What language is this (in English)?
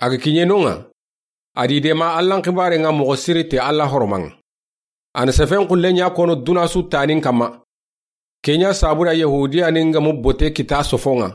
Soninke